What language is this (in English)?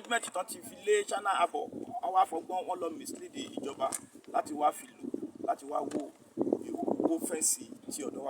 Yoruba